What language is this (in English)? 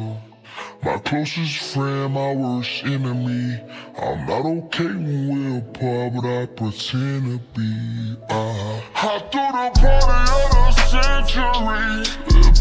English